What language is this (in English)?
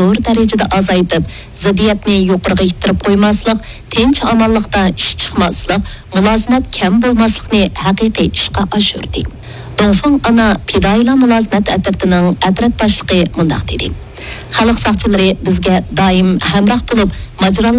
Uyghur